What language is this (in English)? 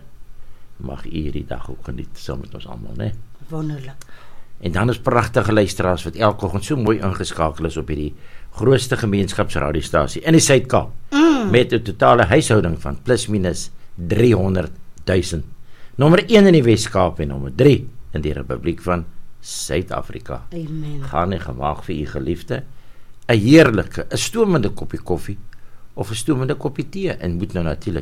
Afrikaans